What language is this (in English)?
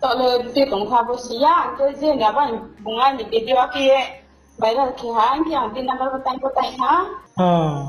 Riang (India)